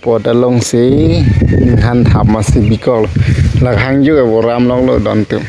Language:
Karbi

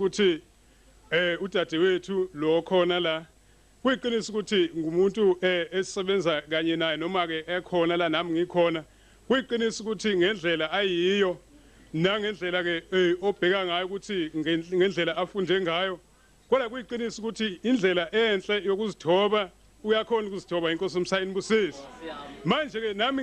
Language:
Zulu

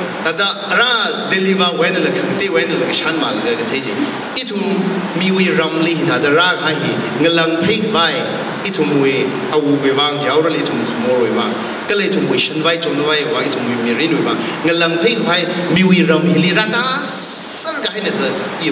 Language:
Tangkhul Naga (India)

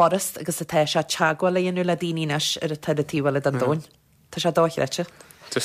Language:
Irish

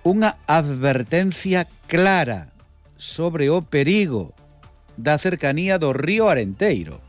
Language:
Galician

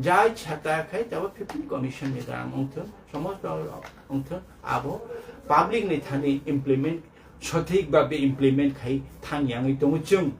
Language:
Kok Borok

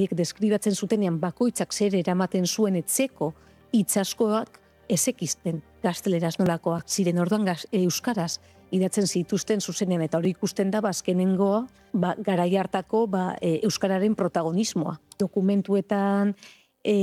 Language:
Basque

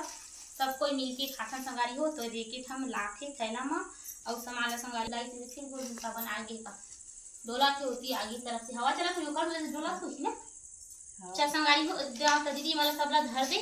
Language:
Chhattisgarhi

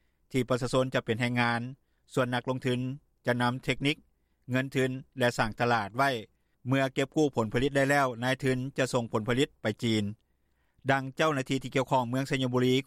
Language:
Lao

